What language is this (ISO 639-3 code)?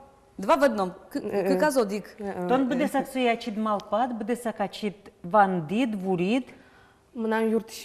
udm